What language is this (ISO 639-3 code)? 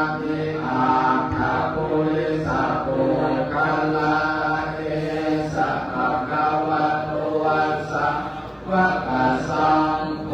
pli